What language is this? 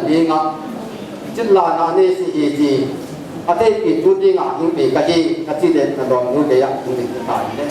Tedim Chin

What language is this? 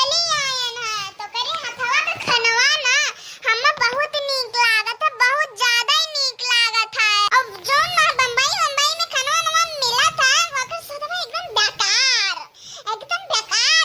Awadhi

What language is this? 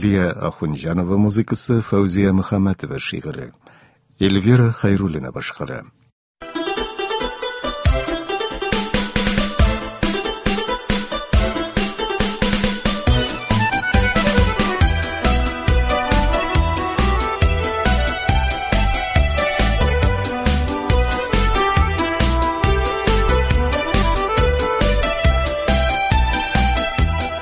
Tatar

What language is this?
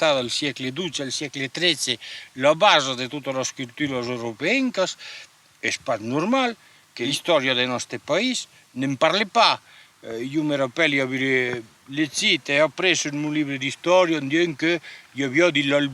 Occitan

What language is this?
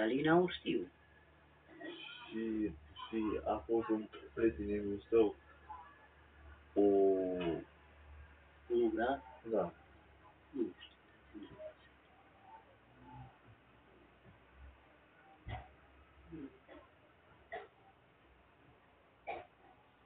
Romanian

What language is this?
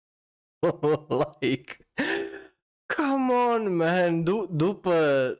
Romanian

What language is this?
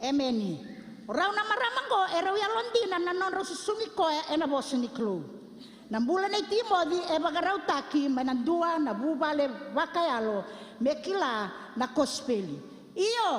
Fijian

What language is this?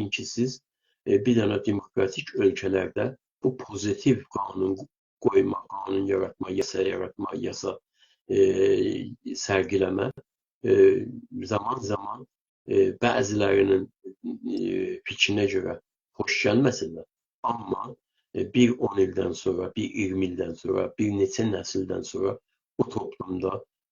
South Azerbaijani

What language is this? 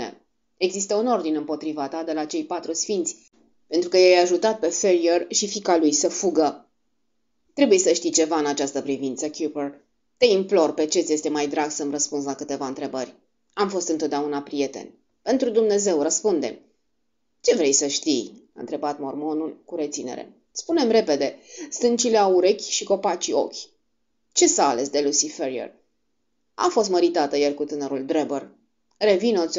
Romanian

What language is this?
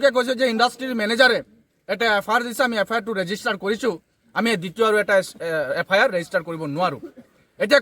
Assamese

